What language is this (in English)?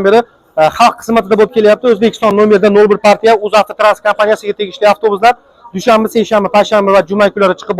Uzbek